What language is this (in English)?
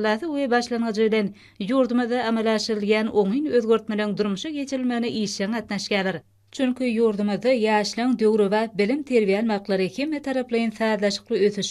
Turkmen